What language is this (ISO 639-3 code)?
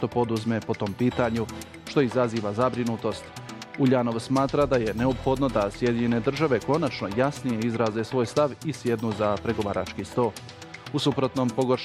bos